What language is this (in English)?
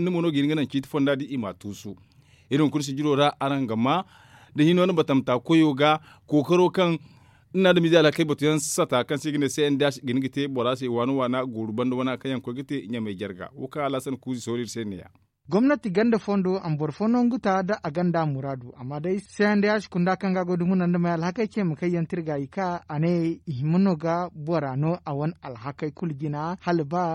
Zarma